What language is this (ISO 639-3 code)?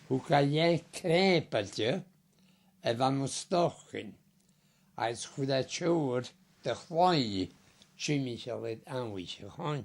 gla